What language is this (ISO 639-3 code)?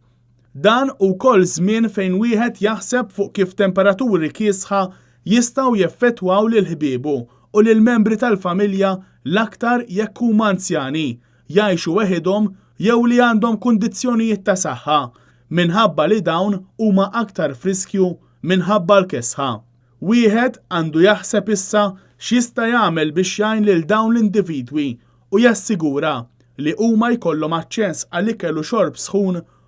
mlt